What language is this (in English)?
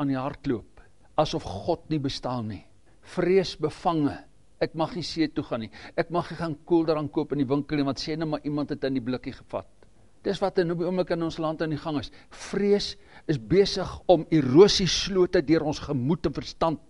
Afrikaans